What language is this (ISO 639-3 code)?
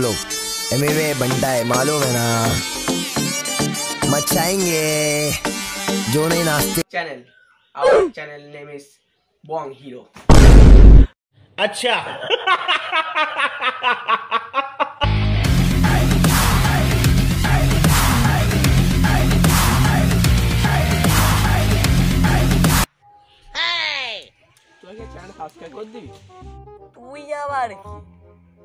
ben